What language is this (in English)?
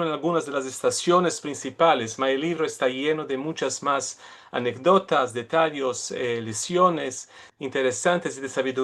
Ladino